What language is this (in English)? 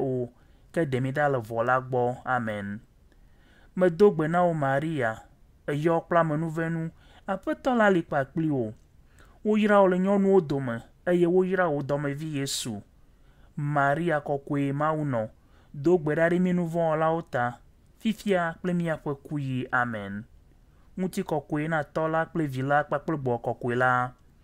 Ewe